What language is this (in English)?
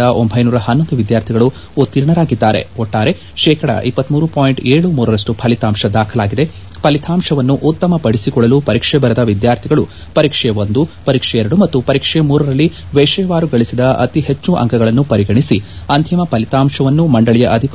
Kannada